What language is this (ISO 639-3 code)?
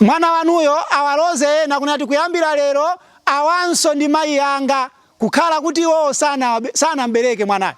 nya